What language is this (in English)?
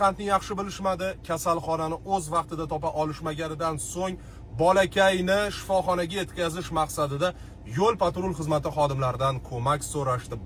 Uzbek